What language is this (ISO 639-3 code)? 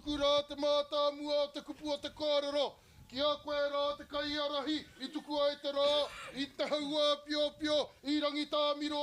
mri